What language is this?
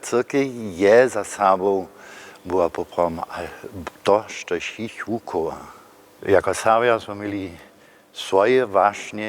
Upper Sorbian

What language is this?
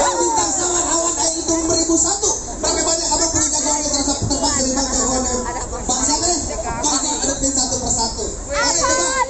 Betawi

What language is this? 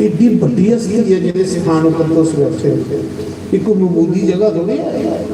Dogri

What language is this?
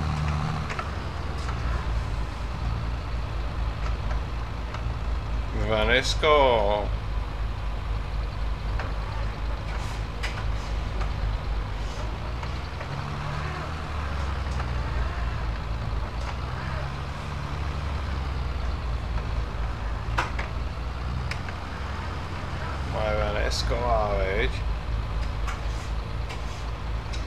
Czech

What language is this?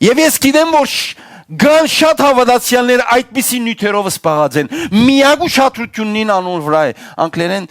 Western Armenian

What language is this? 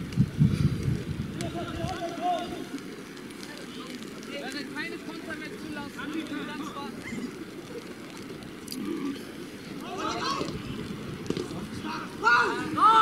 German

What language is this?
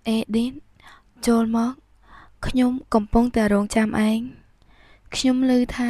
Khmer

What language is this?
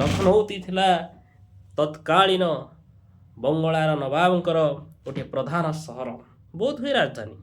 Odia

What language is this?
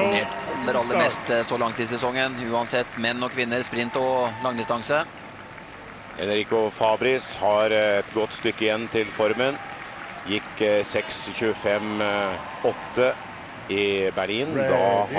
Norwegian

